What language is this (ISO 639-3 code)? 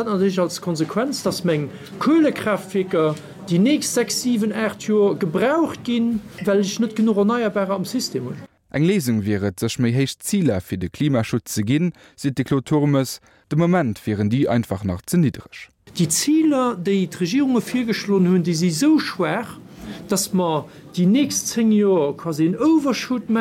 ltz